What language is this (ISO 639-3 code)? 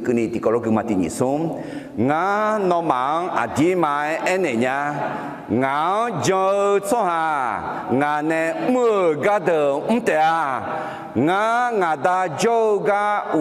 ahk